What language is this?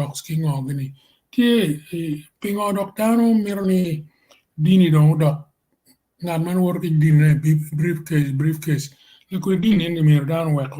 Acoli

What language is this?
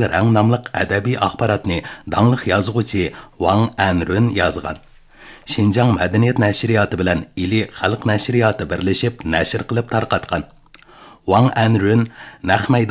Uyghur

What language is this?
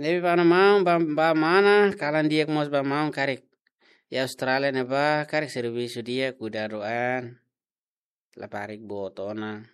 Tetum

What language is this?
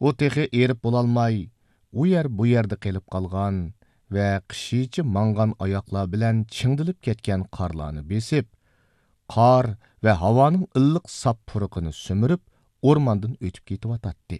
Uyghur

